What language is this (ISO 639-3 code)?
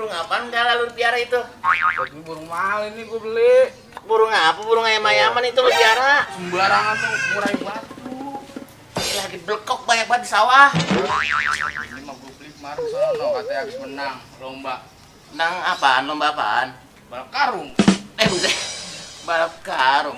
bew